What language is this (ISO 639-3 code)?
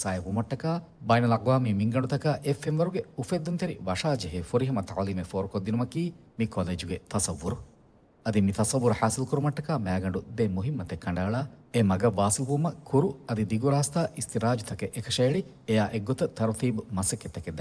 div